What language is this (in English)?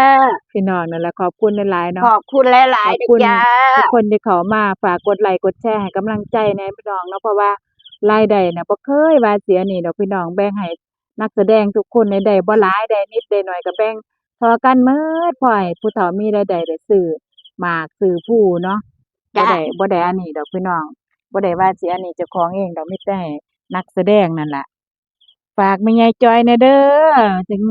Northeastern Thai